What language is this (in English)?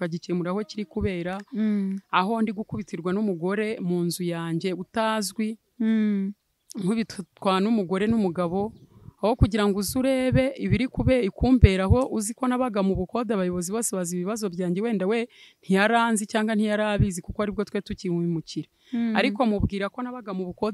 Kinyarwanda